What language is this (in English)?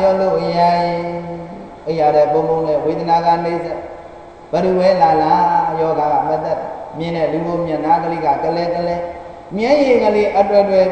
Burmese